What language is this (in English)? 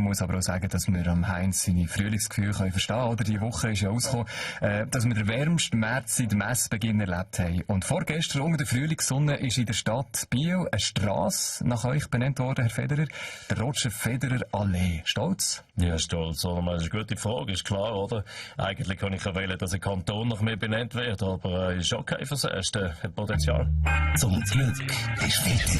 Swiss German